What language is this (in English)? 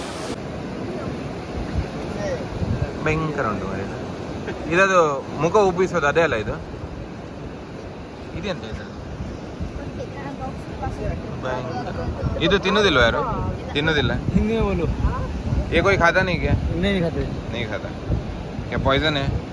Kannada